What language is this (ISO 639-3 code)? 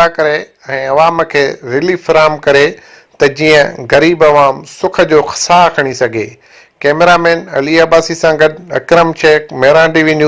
snd